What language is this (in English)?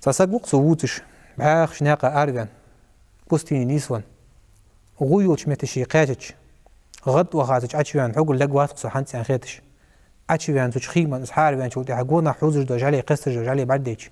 Ingush